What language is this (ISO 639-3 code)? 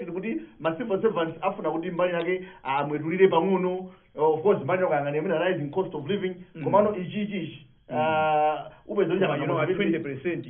nya